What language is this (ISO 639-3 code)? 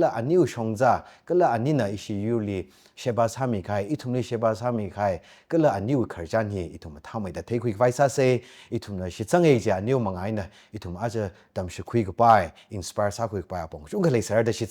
nmf